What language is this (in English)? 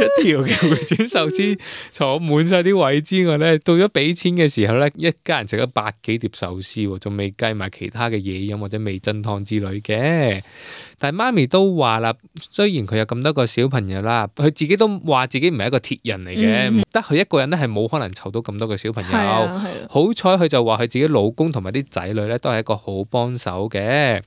Cantonese